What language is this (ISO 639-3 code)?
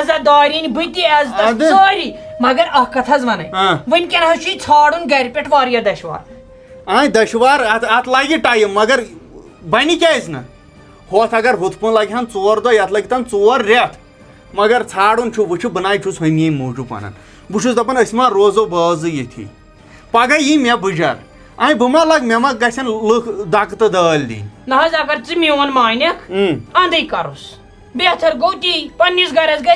kas